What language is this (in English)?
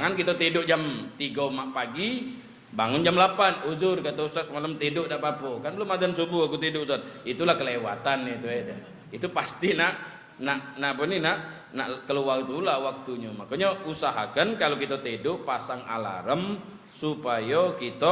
Musi